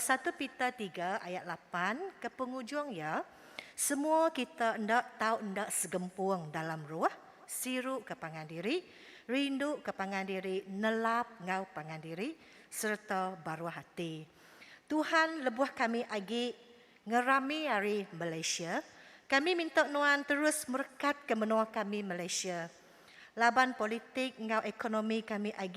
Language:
Iban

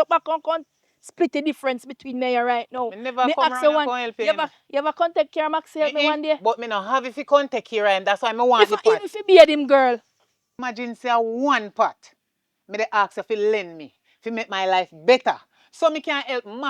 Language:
Jamaican Creole English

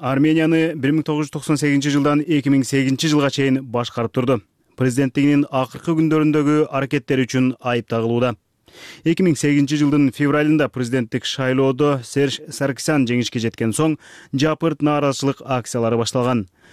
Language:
Kyrgyz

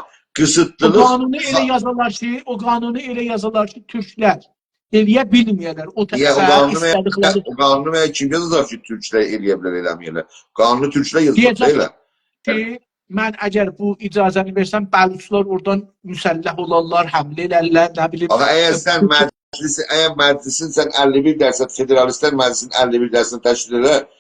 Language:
South Azerbaijani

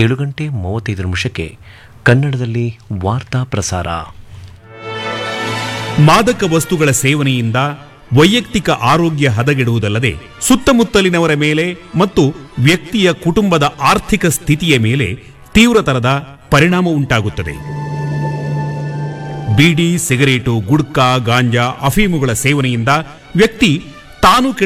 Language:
Kannada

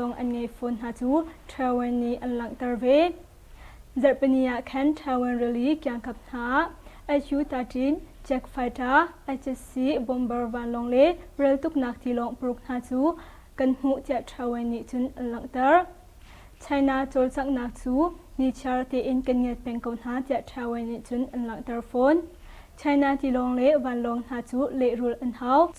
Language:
Hakha Chin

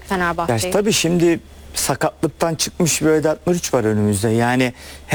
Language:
Turkish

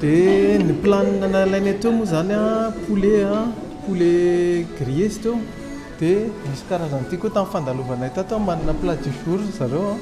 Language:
Malagasy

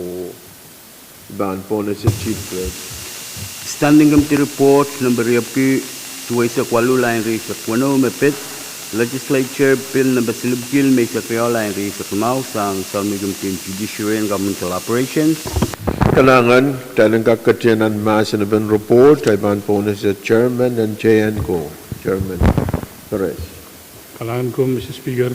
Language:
Pohnpeian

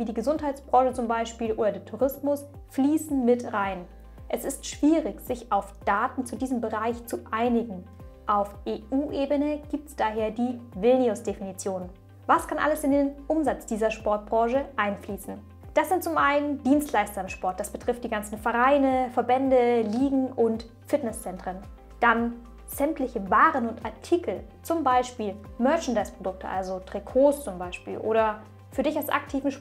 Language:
German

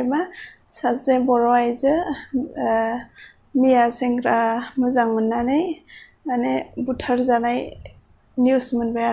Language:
Bodo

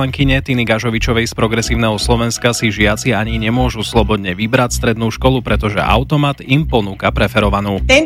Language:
Slovak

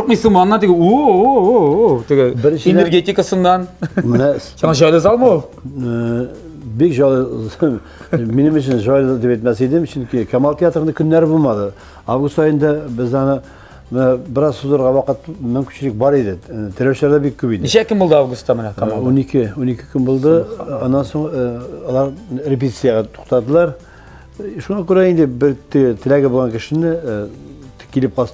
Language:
Tatar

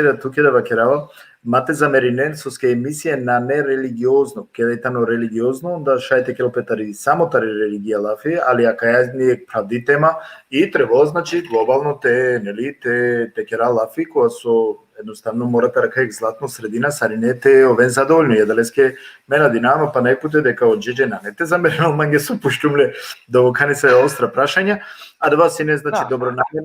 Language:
Balkan Romani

